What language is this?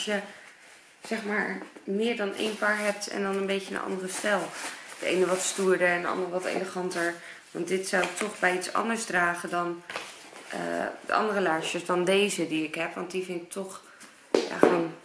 Dutch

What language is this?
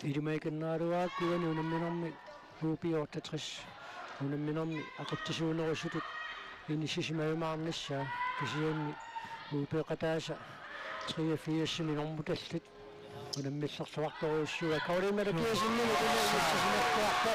Kalaallisut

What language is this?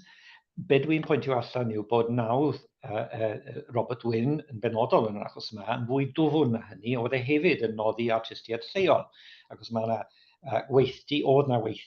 Welsh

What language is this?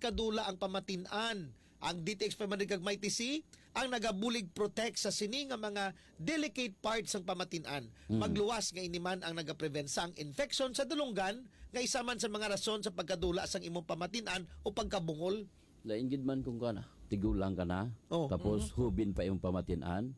Hiligaynon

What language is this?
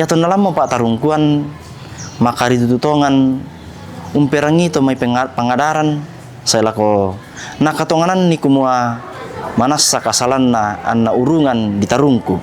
Toraja-Sa'dan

